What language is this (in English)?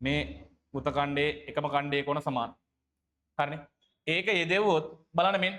Sinhala